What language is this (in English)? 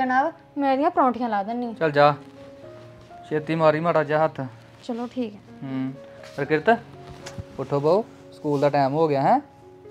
Punjabi